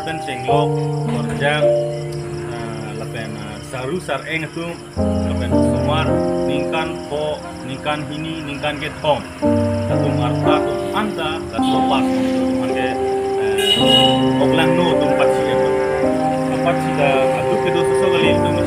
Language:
Karbi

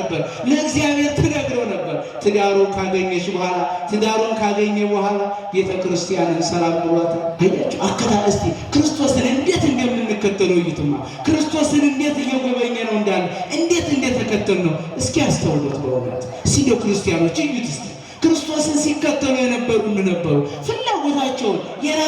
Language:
Amharic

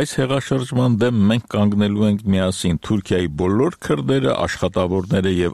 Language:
Armenian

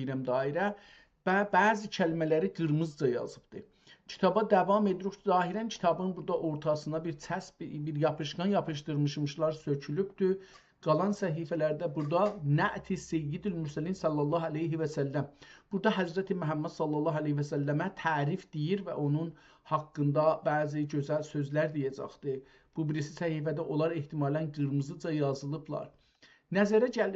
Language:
South Azerbaijani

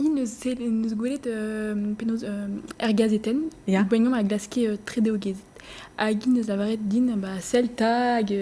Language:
Breton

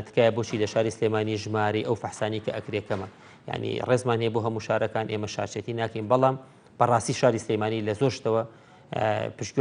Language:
Central Kurdish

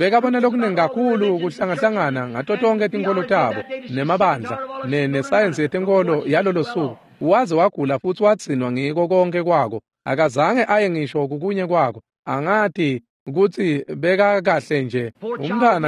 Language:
Swati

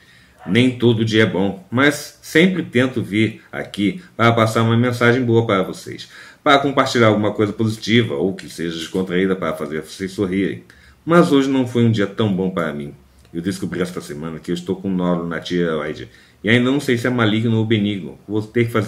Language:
Portuguese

